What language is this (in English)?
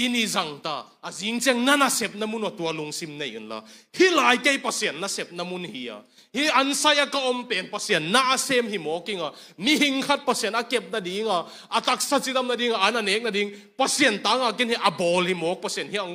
Tedim Chin